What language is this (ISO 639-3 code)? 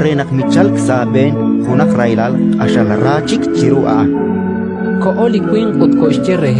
kek